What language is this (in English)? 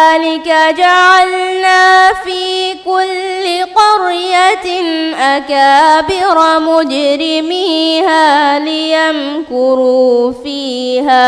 Divehi